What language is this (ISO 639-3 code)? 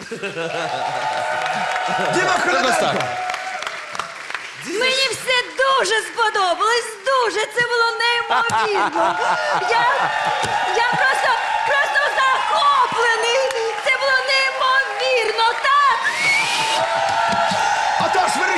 ukr